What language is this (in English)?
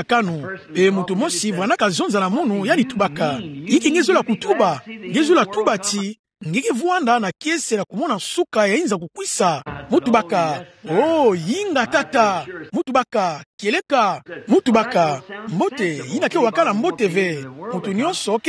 Kituba (Democratic Republic of Congo)